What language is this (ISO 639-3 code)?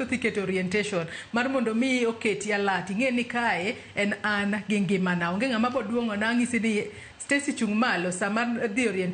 luo